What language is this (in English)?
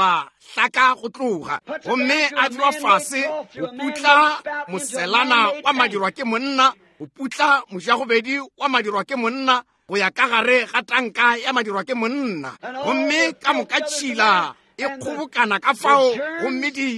Northern Sotho